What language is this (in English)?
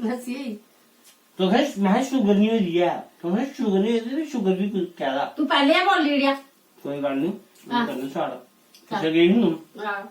Dogri